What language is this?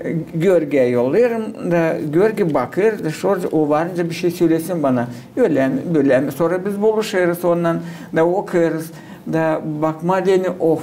Gagauz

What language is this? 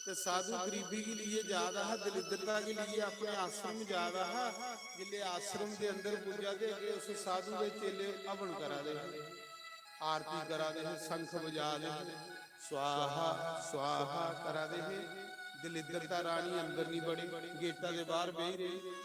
Dogri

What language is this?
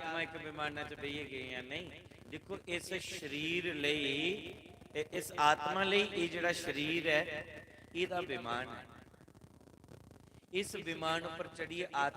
Dogri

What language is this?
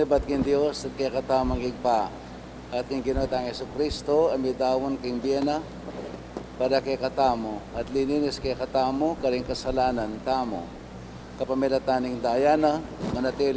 Pampanga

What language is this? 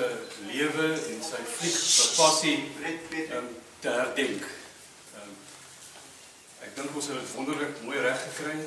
Afrikaans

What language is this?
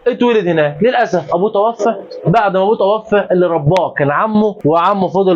Egyptian Arabic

